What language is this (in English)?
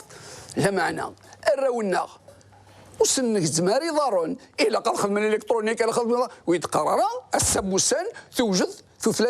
Kabyle